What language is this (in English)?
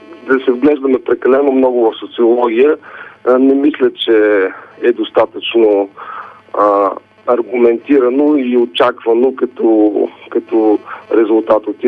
Bulgarian